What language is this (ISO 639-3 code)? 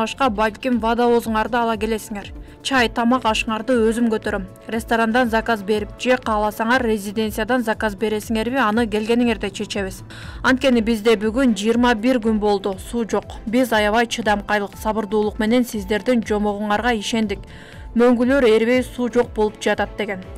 kir